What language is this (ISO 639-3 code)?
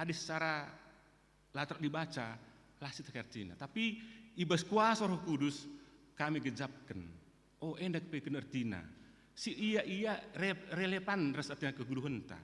btx